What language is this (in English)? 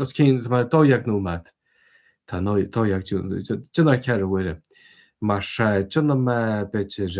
Irish